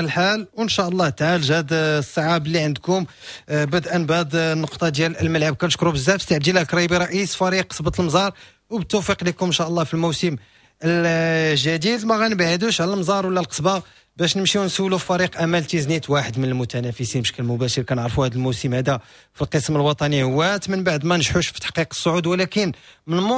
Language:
Moroccan Arabic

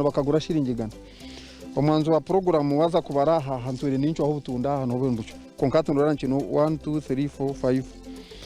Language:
Nyankole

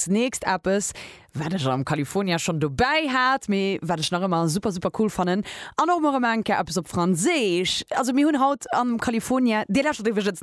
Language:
Luxembourgish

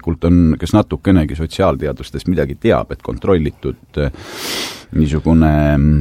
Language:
Estonian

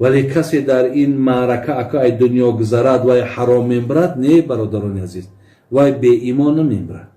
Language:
Tajik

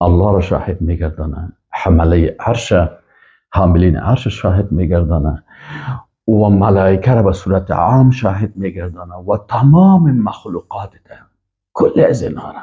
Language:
Persian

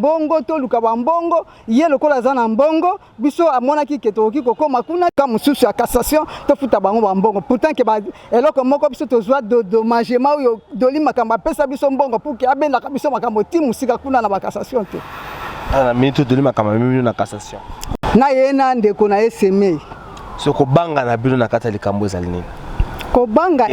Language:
Lingala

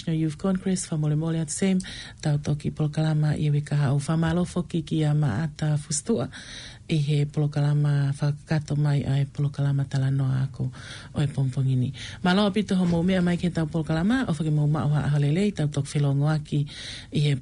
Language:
Tongan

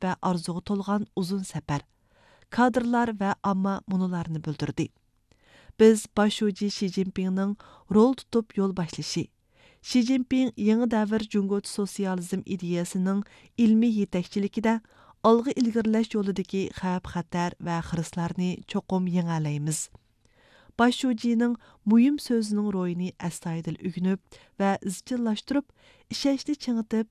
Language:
Uyghur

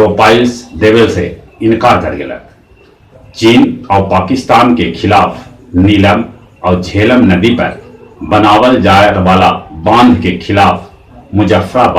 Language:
Magahi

